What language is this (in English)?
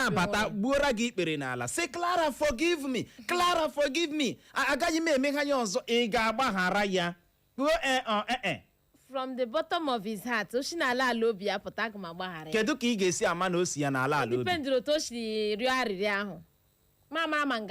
Igbo